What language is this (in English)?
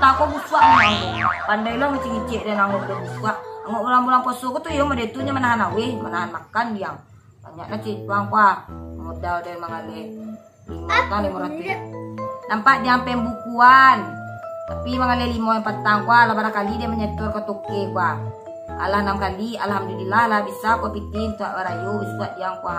Minangkabau